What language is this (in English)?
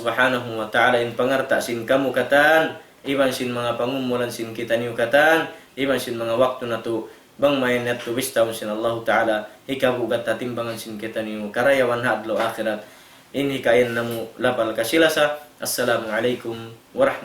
Tausug